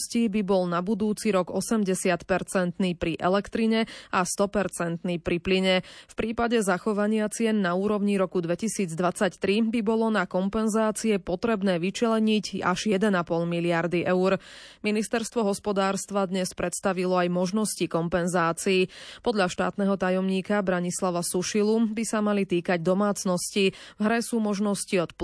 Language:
Slovak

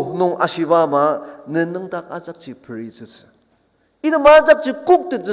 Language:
Ao Naga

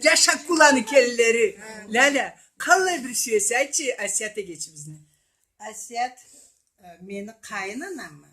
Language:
Karachay-Balkar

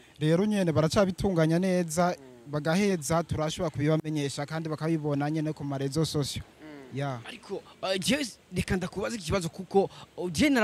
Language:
Rundi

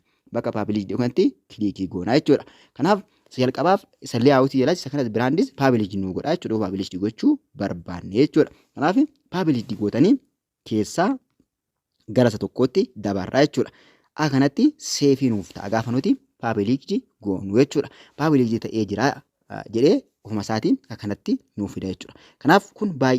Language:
Oromo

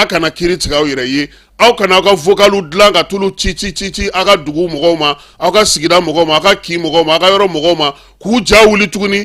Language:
Bambara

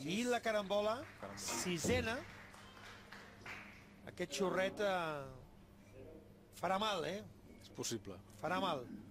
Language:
Catalan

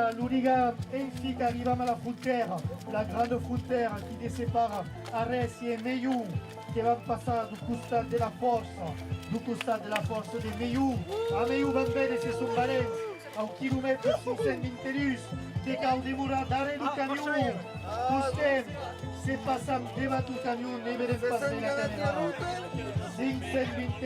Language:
Occitan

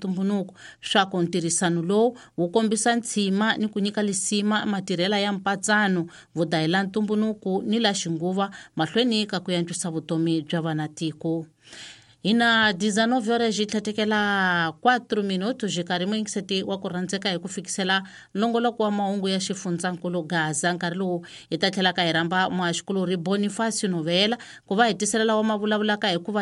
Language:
Tsonga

